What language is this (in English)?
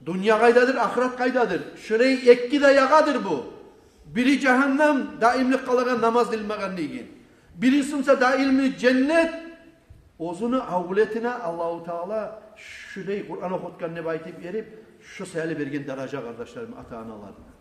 Kumyk